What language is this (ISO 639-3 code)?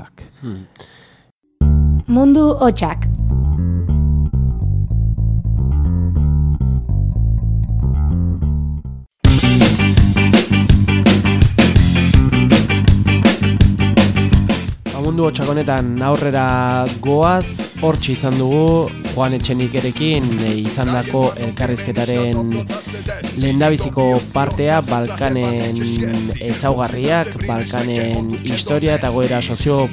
eus